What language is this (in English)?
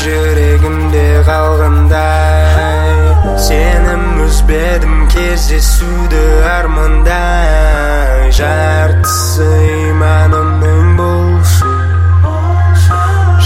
Kazakh